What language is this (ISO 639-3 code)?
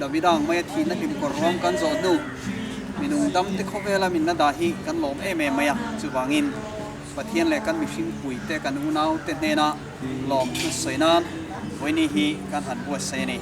lus